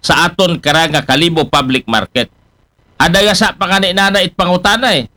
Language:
Aklanon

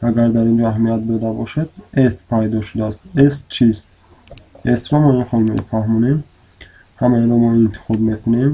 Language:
Tajik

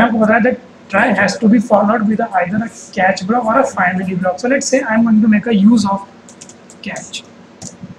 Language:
Hindi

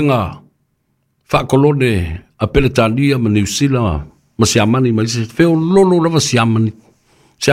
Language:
Samoan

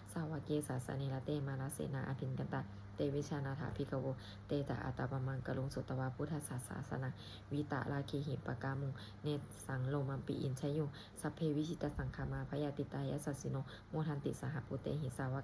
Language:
Pali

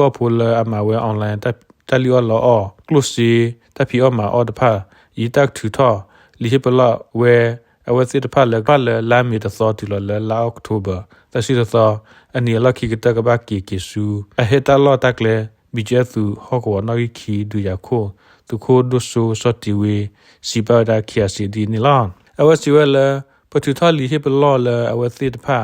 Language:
S'gaw Karen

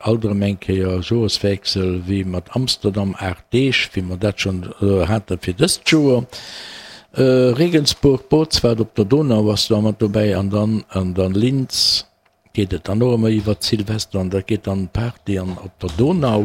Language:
Luxembourgish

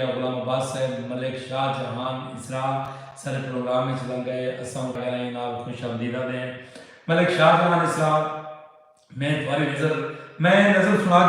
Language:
Saraiki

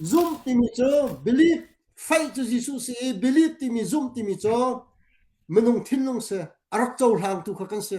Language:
Hakha Chin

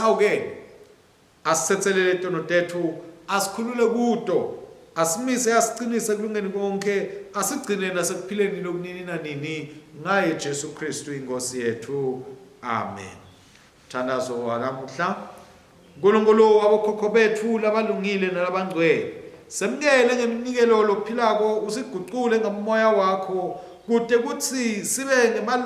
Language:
Swati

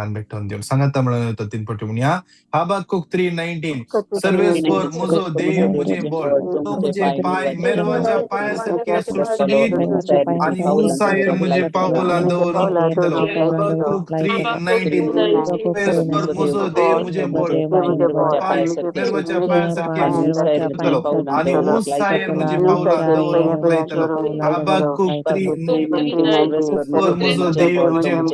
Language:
Konkani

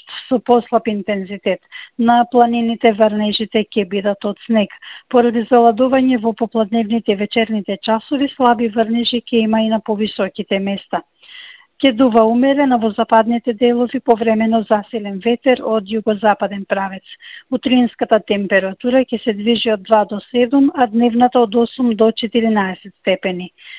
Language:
Macedonian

